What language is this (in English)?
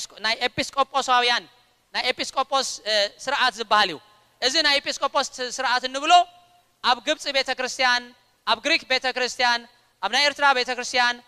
Tigrinya